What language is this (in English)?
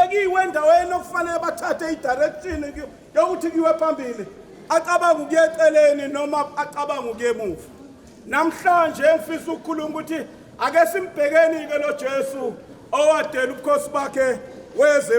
Zulu